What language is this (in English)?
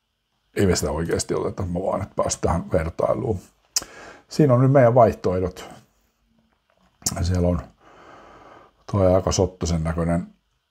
Finnish